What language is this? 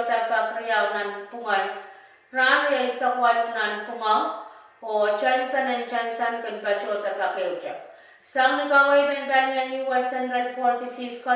Pohnpeian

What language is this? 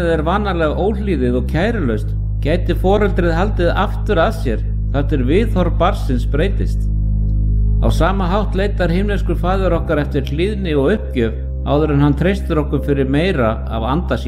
Icelandic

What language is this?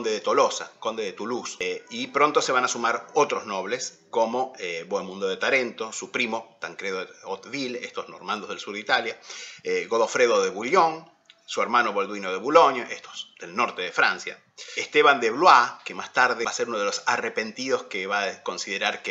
Spanish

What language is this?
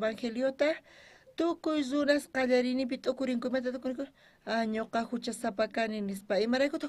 South Bolivian Quechua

